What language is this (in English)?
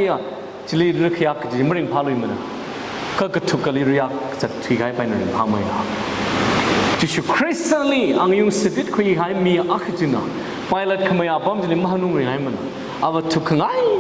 Tangkhul Naga (India)